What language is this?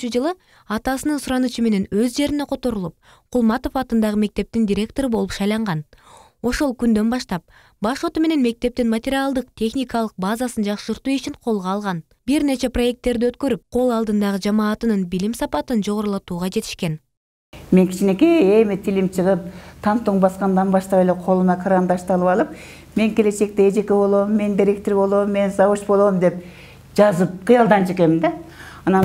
Kyrgyz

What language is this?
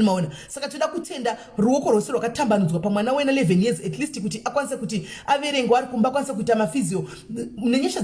Shona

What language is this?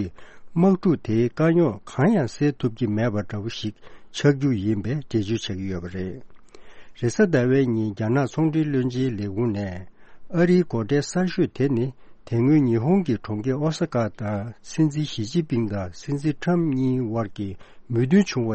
Tibetan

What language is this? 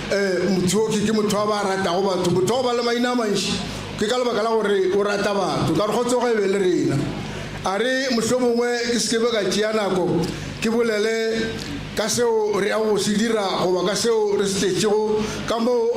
Northern Sotho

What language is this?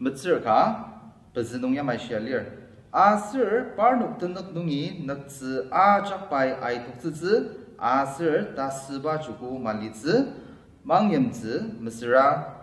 Ao Naga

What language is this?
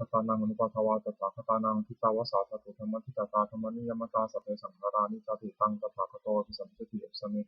Pali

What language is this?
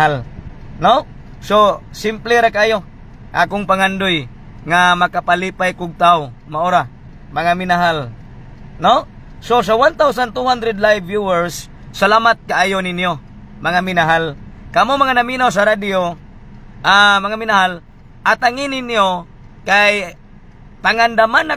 Cebuano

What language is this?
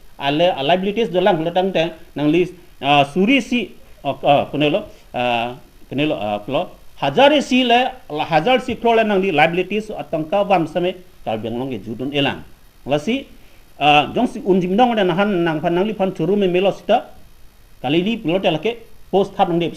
Karbi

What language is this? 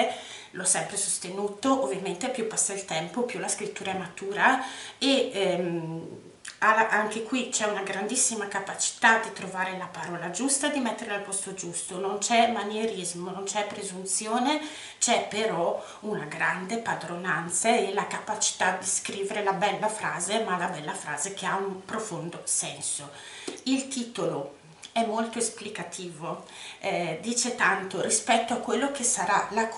Italian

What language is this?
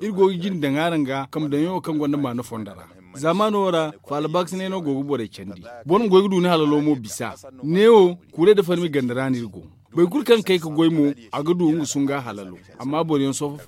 Zarma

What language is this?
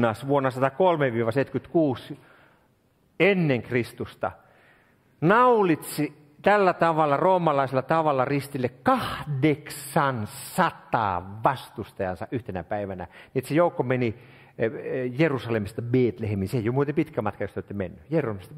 Finnish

